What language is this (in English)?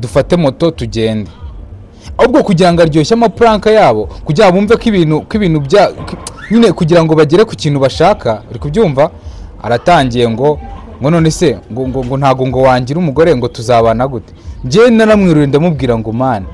Kinyarwanda